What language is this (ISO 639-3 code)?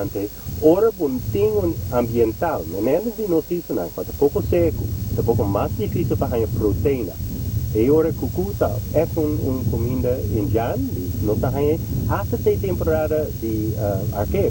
pap